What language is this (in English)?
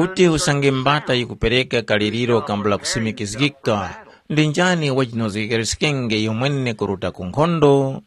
Tumbuka